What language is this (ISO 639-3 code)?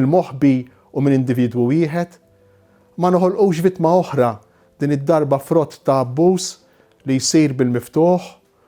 mlt